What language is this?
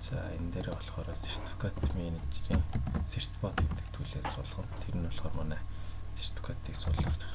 Mongolian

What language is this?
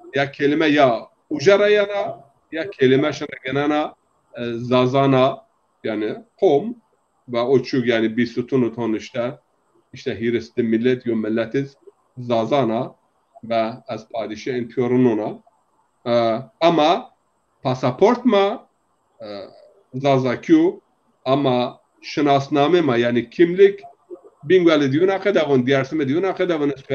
Zaza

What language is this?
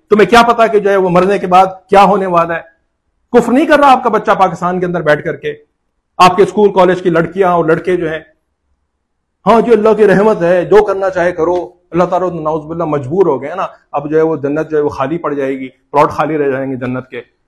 Urdu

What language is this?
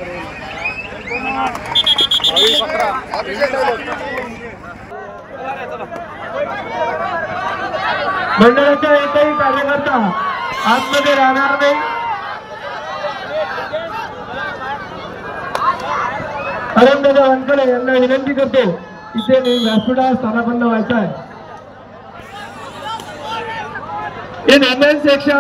Marathi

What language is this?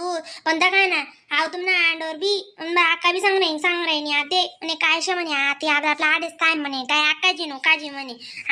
Khandesi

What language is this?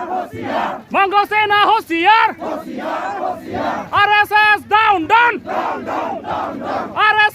Karbi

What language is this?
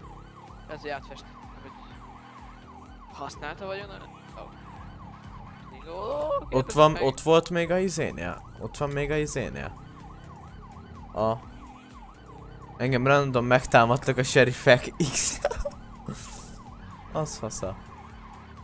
Hungarian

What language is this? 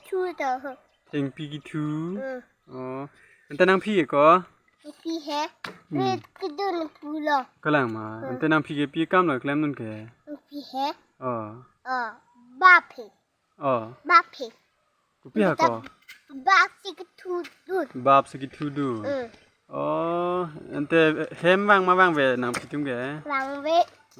Karbi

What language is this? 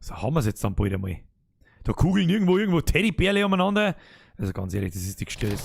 Bavarian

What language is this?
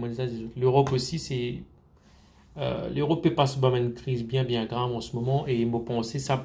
Morisyen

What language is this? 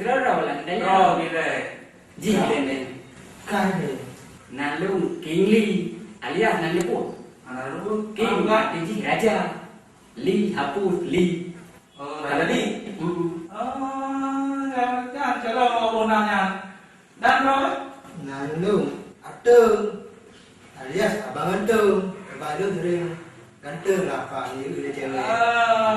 Achinese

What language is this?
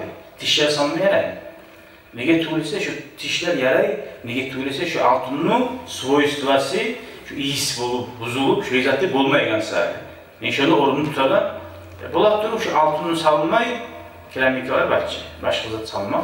Kumyk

